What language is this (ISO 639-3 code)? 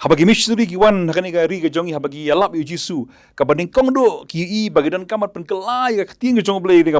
kha